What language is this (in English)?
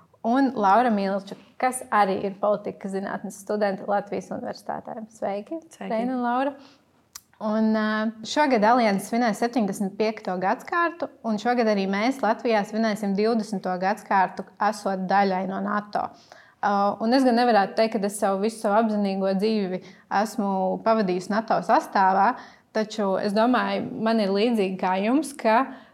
Latvian